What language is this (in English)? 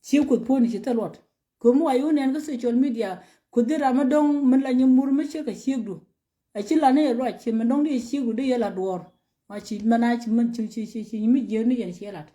Nuer